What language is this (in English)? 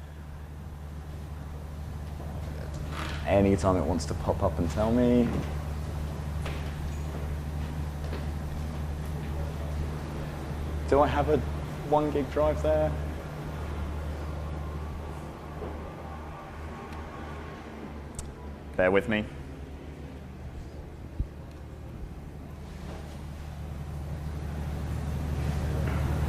English